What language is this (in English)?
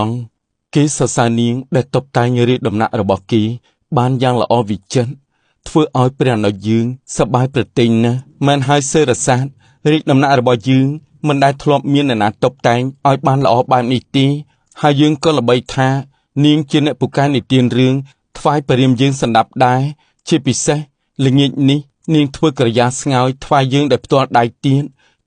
Khmer